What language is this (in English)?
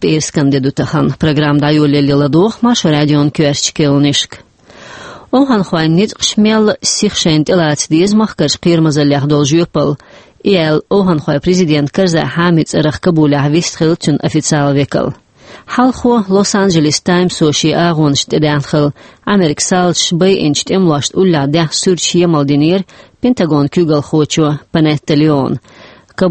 Chechen